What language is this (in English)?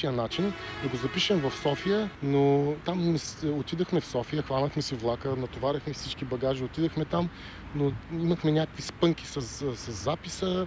Bulgarian